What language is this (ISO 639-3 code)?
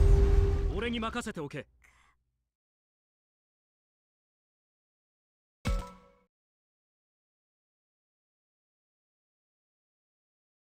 jpn